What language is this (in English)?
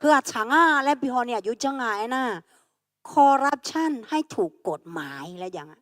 Akha